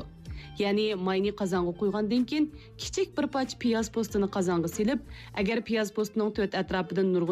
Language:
Uyghur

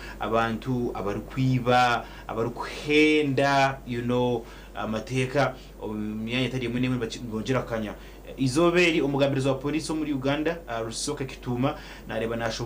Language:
Nyankole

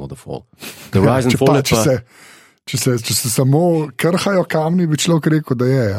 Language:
Slovenian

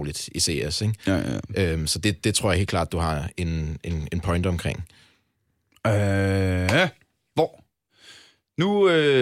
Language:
Danish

